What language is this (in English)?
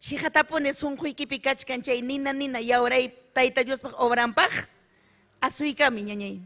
Ayacucho Quechua